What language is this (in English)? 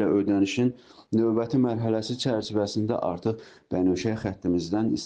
Azerbaijani